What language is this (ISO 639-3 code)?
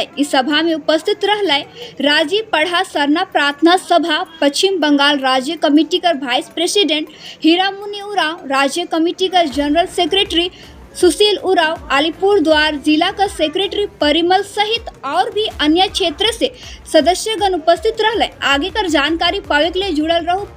sck